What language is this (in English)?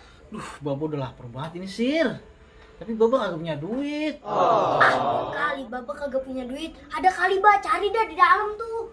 Betawi